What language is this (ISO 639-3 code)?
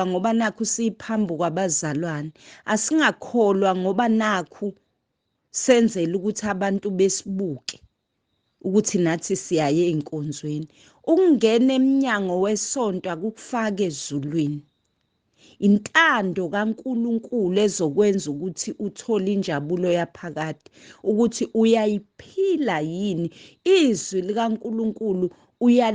zul